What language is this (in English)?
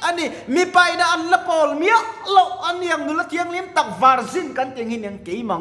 Mizo